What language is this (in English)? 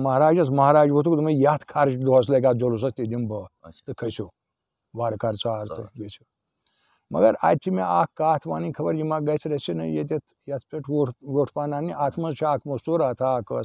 Kashmiri